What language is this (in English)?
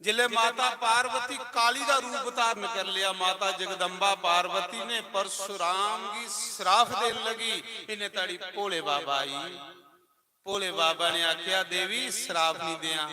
Dogri